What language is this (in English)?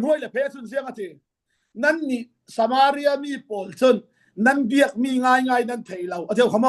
Falam Chin